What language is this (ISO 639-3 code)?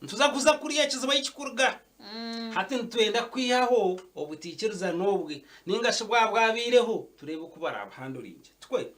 nyn